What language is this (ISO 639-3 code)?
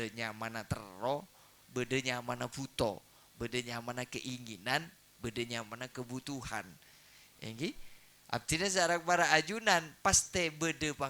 mad